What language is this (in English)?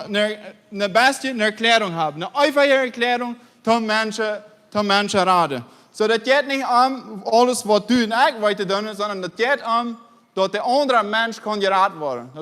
Plautdietsch